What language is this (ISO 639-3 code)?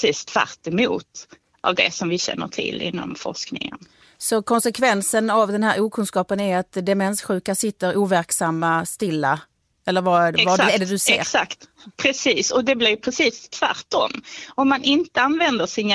swe